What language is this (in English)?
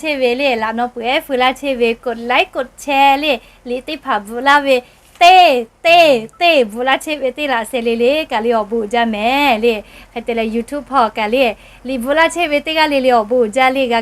Lahu